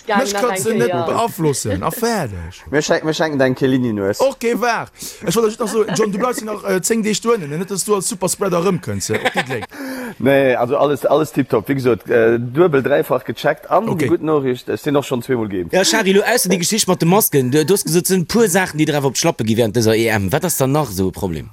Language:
Luxembourgish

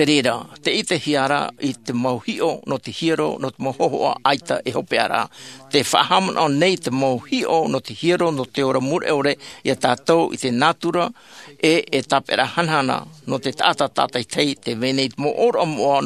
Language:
Tahitian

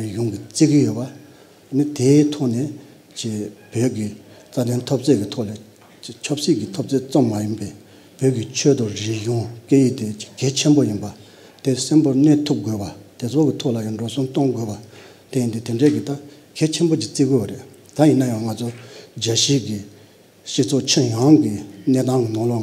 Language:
Tibetan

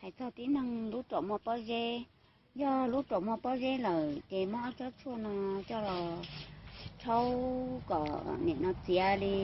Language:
Hmong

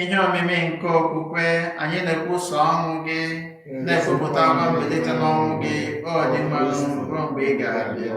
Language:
Igbo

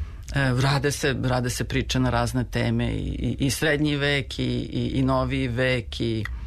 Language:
Serbian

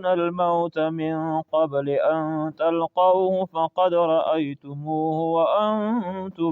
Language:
Pashto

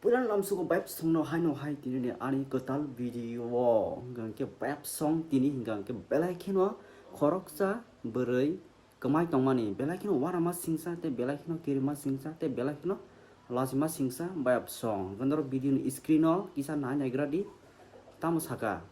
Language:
Kok Borok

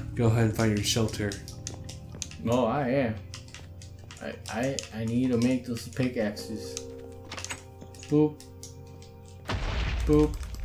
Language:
English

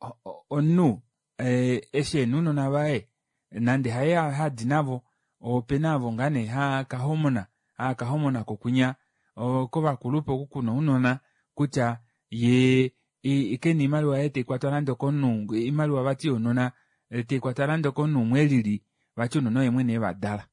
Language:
Kuanyama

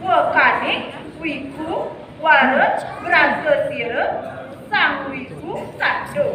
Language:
Kawi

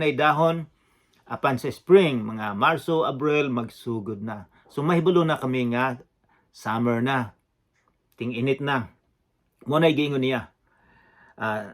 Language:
Cebuano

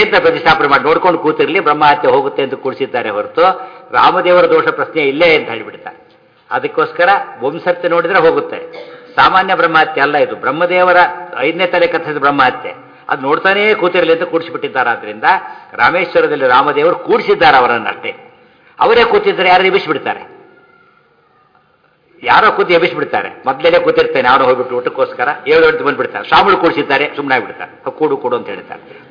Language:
Kannada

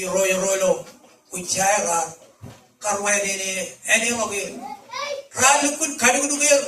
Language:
Marshallese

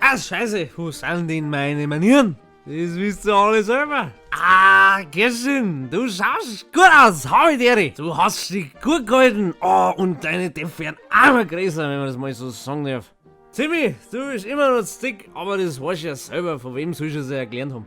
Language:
Bavarian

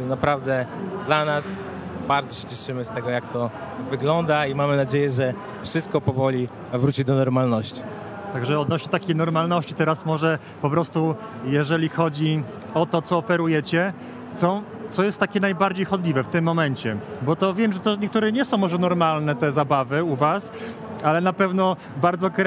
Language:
Polish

